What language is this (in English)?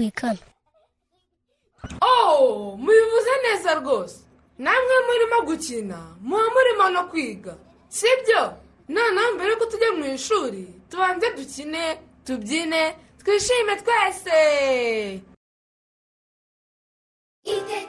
Kinyarwanda